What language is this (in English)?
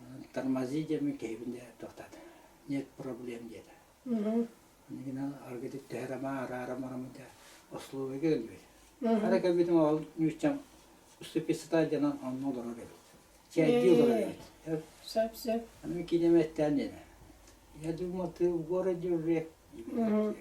Yakut